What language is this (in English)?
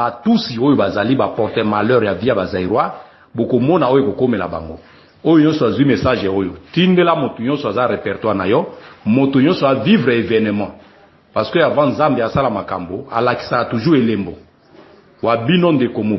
Lingala